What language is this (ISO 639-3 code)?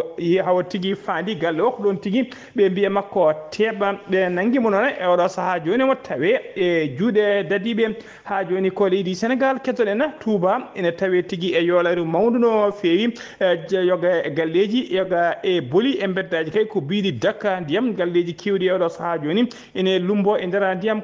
ful